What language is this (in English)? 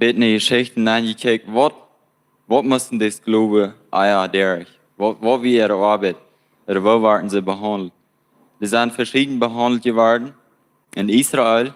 Plautdietsch